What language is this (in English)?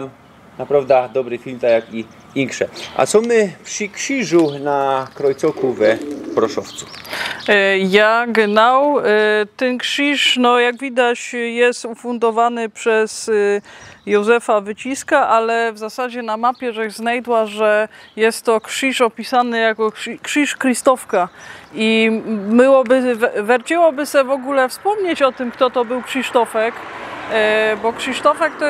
Silesian